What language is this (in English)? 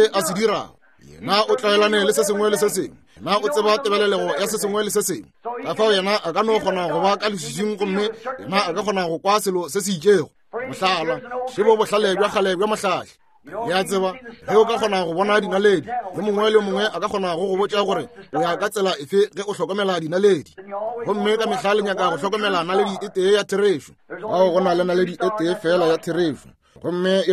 Northern Sotho